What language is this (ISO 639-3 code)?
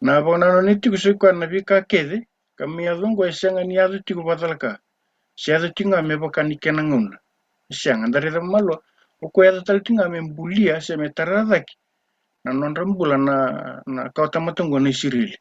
fij